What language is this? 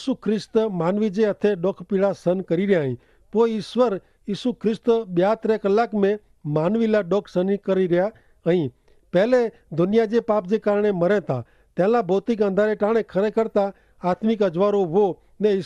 Kachhi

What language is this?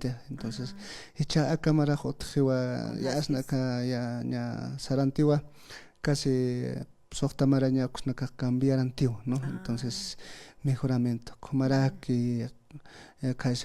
Aymara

